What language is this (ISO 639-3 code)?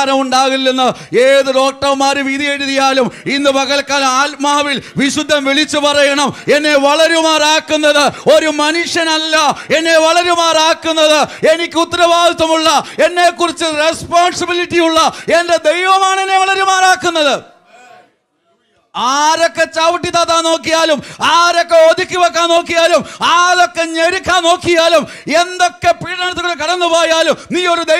mal